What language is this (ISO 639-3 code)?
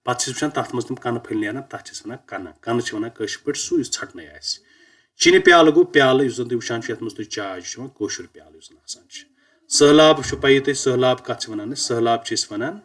kas